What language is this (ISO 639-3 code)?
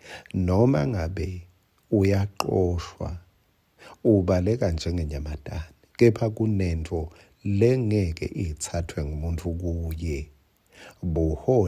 ssw